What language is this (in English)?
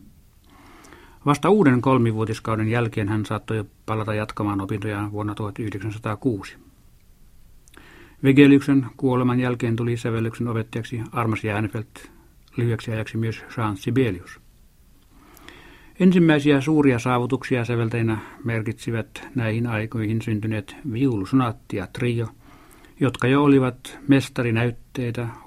Finnish